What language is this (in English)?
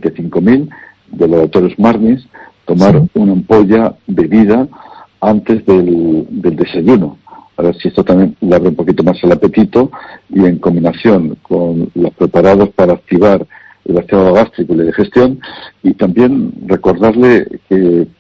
Spanish